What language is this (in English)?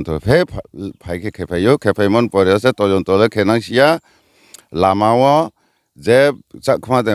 Riang (India)